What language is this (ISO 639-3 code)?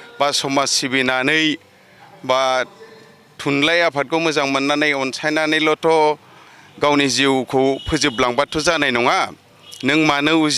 brx